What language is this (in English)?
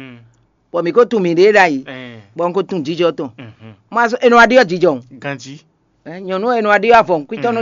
Fon